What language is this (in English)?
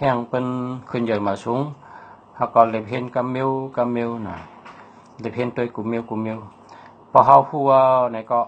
Shan